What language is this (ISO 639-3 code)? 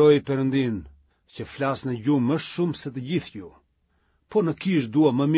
sqi